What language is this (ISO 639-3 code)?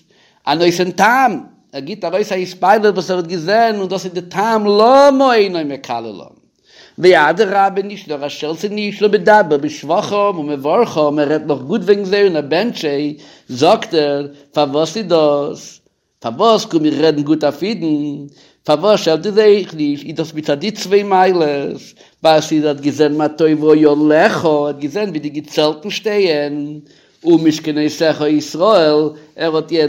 yid